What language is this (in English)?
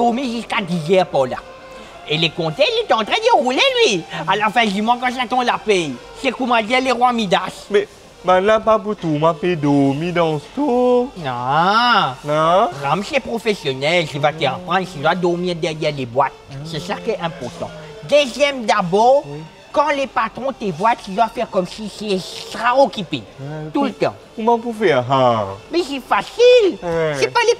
Morisyen